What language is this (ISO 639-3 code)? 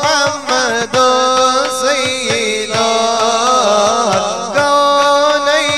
mal